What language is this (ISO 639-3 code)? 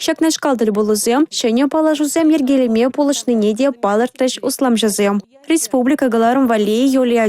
chv